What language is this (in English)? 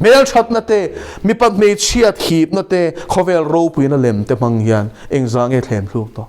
Mizo